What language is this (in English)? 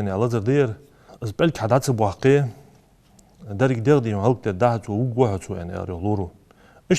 Ingush